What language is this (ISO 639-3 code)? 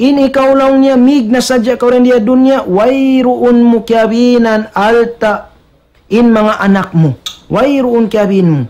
tsg